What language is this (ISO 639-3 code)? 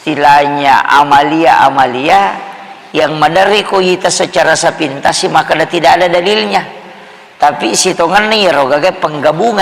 bug